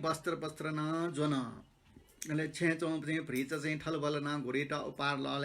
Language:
Newari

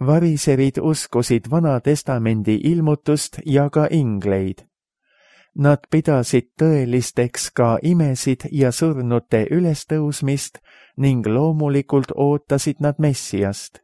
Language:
Estonian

